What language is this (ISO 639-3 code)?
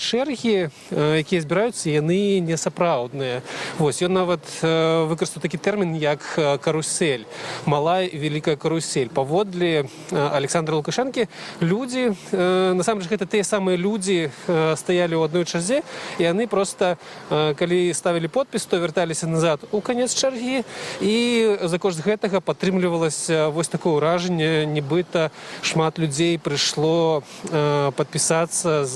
bel